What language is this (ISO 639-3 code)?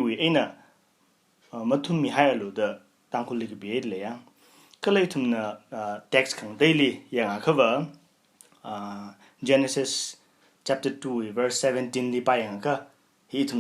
nmf